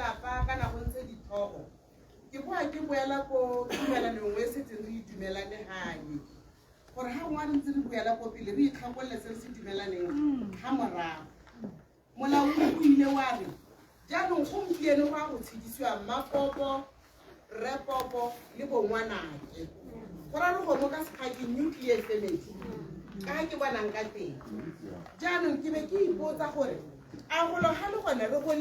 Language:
Tswana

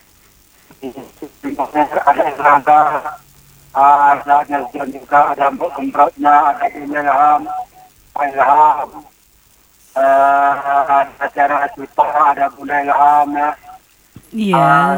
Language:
Indonesian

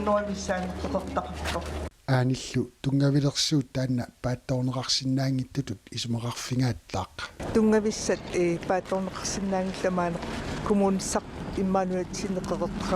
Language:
Kalaallisut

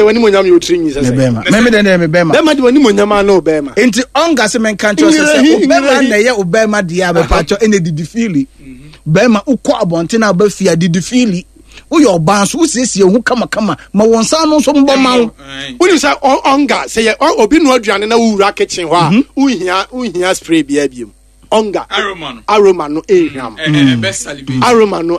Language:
Akan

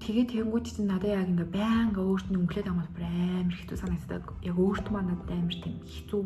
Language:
Mongolian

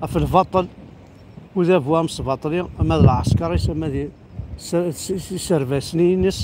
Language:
Kabyle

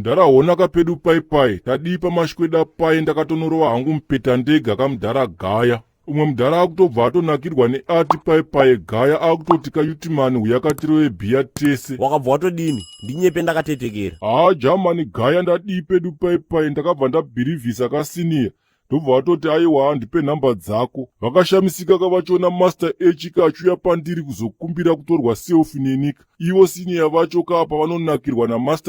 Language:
Shona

